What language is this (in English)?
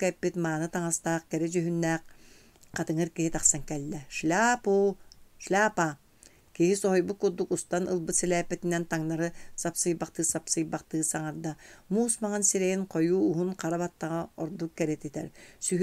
Yakut